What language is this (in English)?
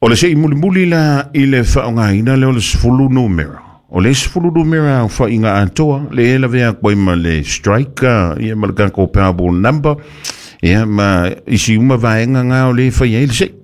Samoan